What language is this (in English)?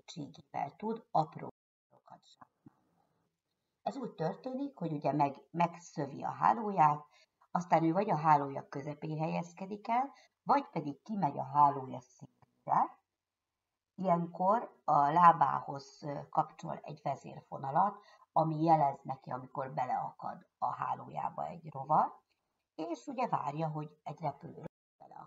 Hungarian